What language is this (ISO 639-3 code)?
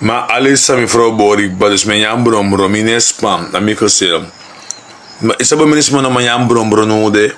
srn